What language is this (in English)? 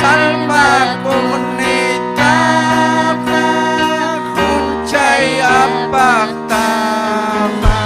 Ayacucho Quechua